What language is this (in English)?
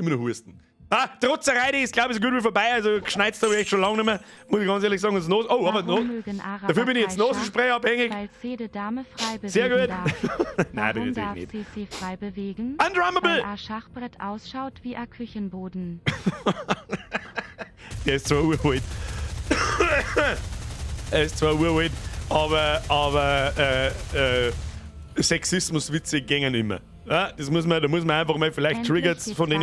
Bavarian